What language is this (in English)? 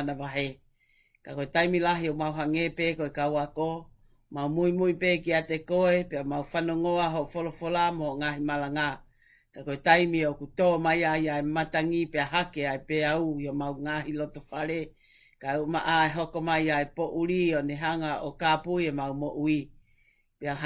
Tongan